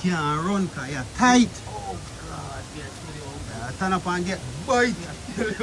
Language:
Jamaican Creole English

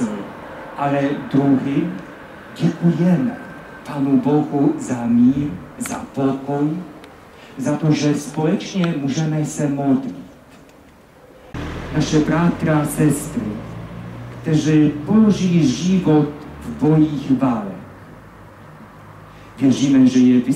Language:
Czech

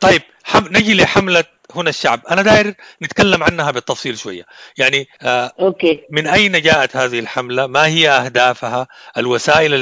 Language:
Sudanese Arabic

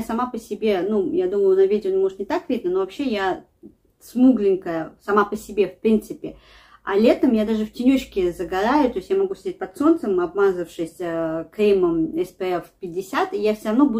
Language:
Russian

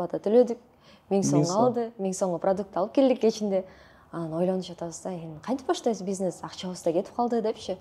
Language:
Kyrgyz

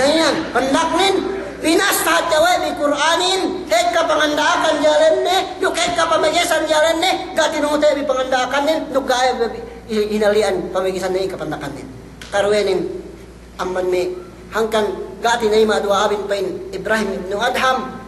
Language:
Yakan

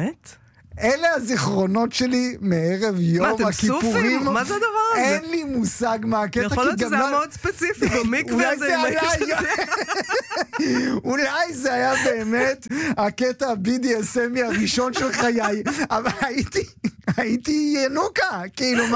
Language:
Hebrew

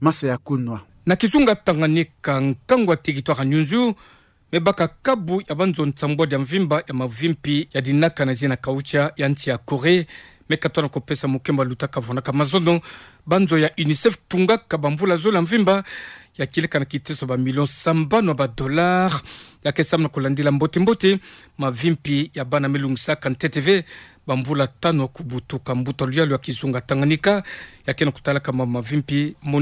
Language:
Kituba (Democratic Republic of Congo)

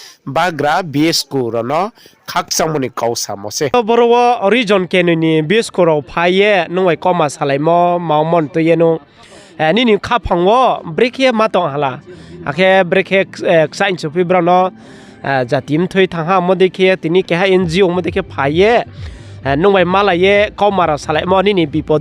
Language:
Riang (India)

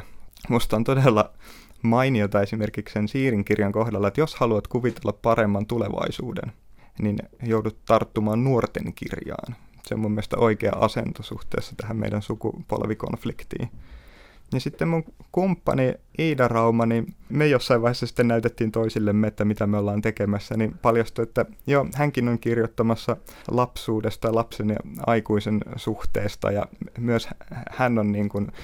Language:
Finnish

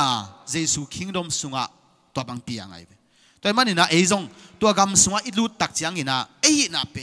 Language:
Tedim Chin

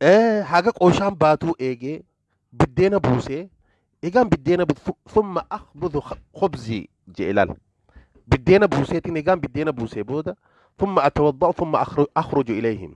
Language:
Oromo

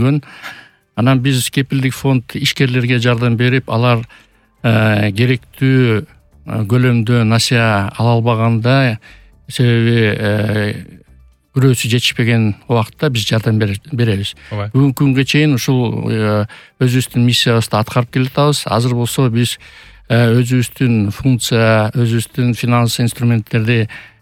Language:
Kyrgyz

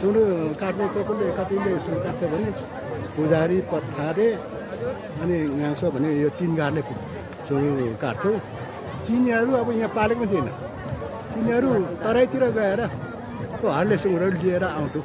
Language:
Nepali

